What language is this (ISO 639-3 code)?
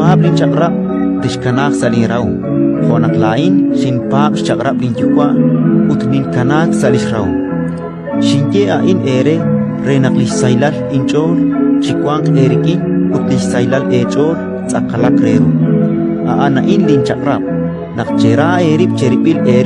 kek